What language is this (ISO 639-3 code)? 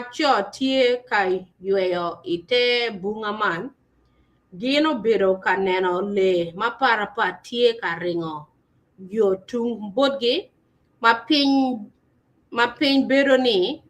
ach